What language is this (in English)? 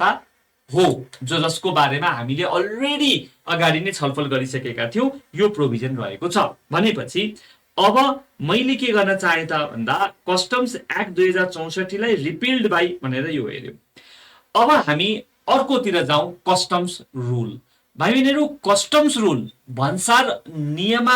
Nepali